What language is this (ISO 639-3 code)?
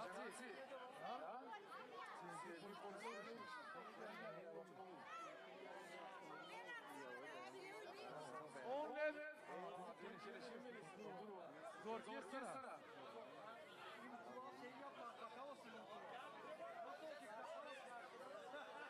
tur